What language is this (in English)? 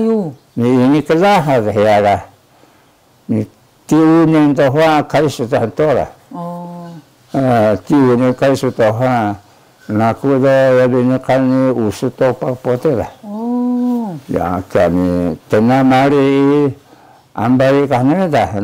Taroko